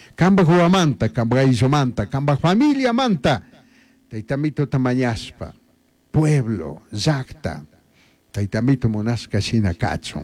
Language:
Chimborazo Highland Quichua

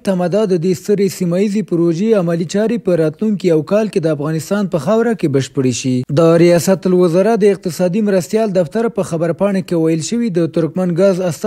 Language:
Pashto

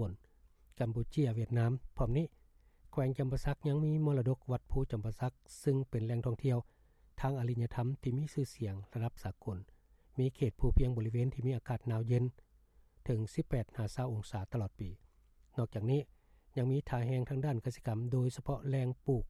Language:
Lao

